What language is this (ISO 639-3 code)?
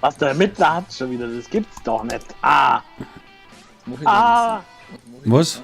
bar